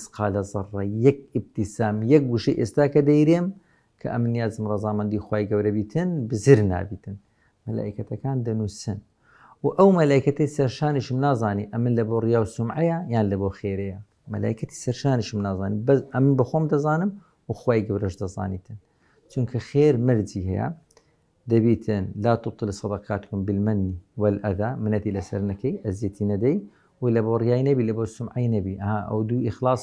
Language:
Central Kurdish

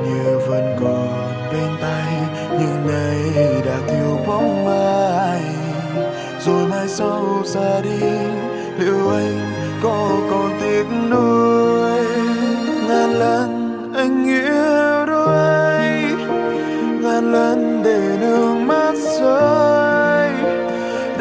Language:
Vietnamese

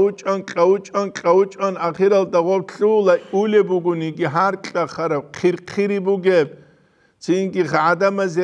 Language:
Avaric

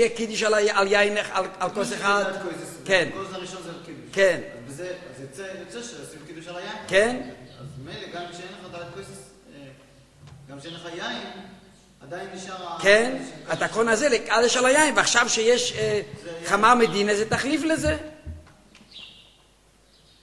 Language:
Hebrew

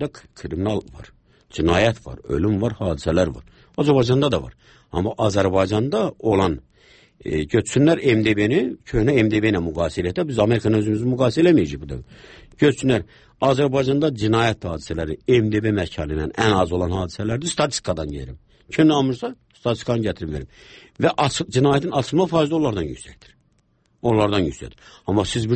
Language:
Azerbaijani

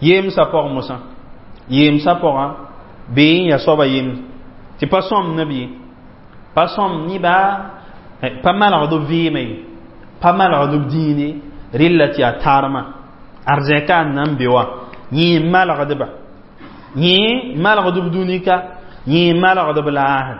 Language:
Mossi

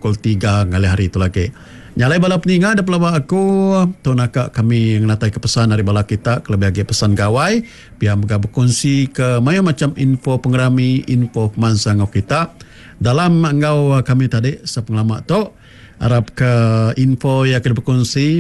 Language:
Iban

